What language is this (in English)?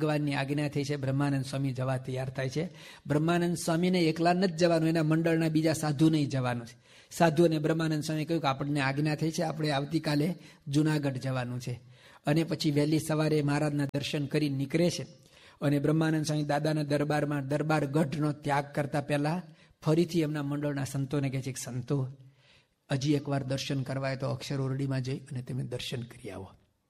Gujarati